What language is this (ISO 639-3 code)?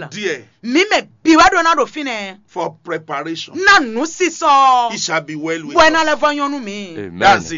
fon